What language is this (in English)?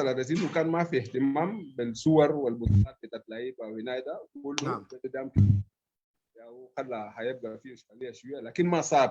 Sudanese Arabic